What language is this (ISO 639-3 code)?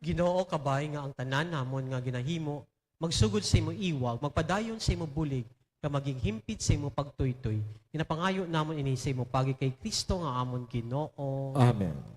hil